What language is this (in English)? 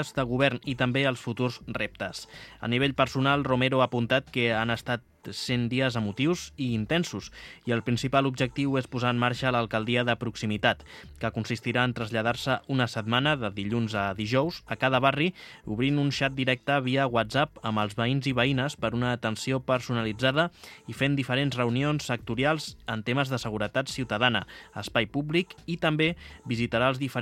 Catalan